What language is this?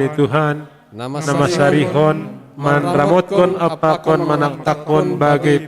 Batak Simalungun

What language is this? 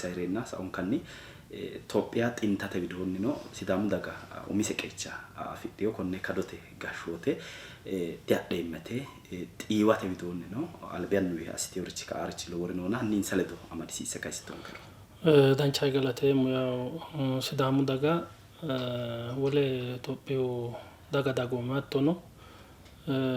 Sidamo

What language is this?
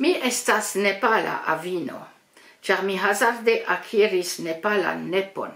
Esperanto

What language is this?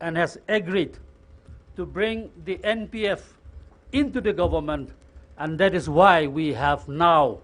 Tangkhul Naga (India)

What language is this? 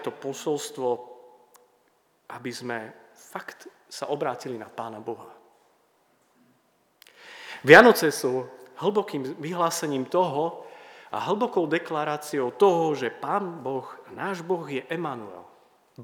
Slovak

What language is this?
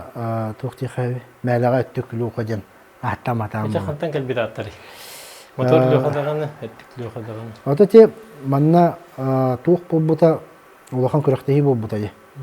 Yakut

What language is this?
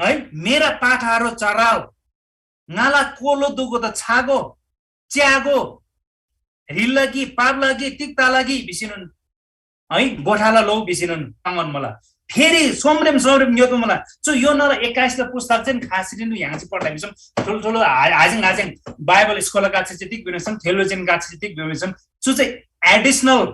Eastern Tamang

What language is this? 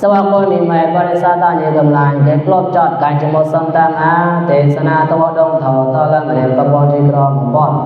Mon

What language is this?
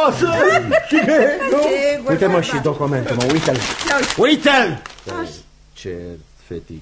Romanian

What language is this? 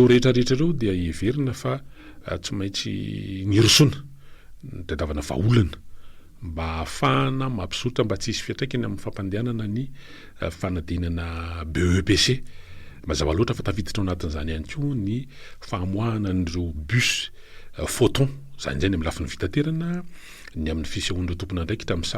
Malagasy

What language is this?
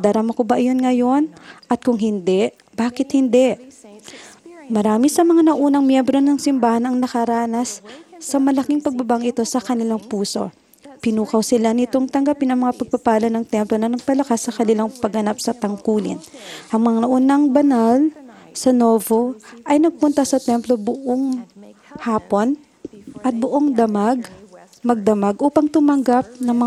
Filipino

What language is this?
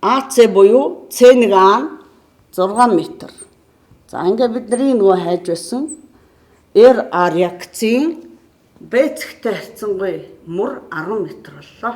Mongolian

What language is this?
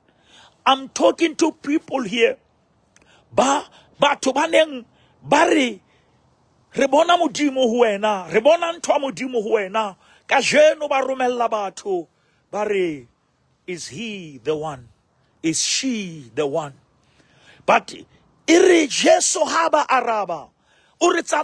Southern Sotho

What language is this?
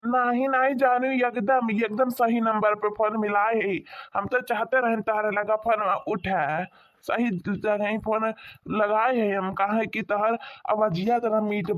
Awadhi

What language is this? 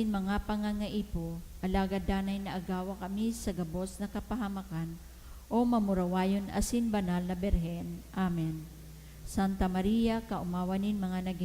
Bikol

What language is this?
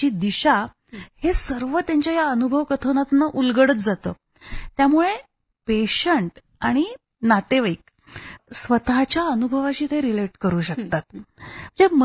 Marathi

